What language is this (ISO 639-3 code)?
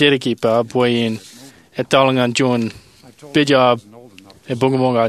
mah